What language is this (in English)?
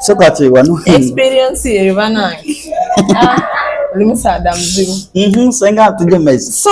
Soga